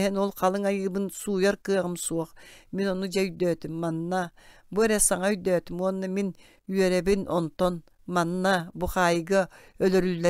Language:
Yakut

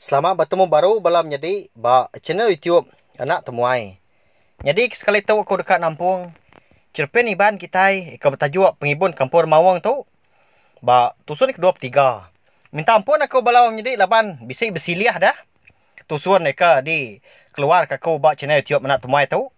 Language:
Iban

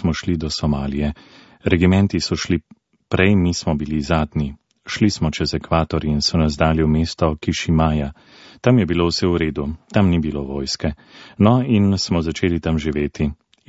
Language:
Slovenian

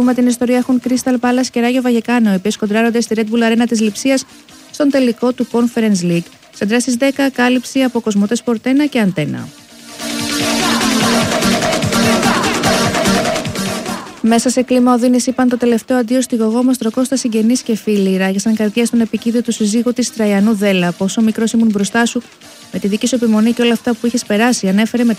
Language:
Greek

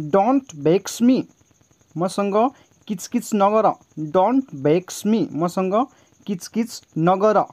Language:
Nepali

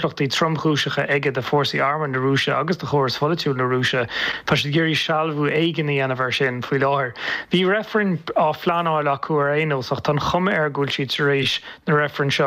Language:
Irish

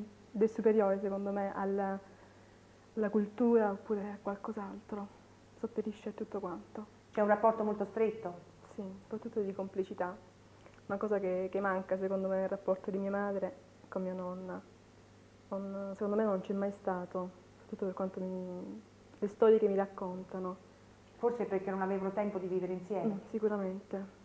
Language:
Italian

